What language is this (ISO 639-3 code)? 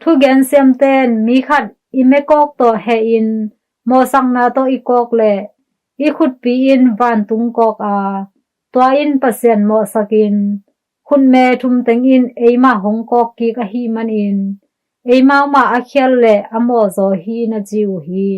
ctd